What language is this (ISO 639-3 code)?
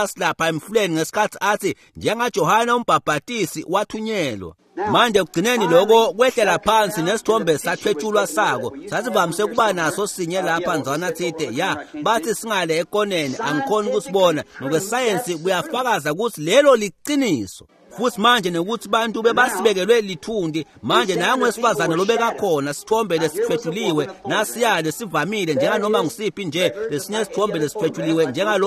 ssw